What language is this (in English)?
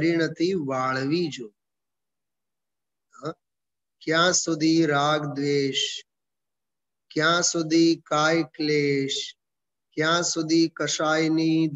Gujarati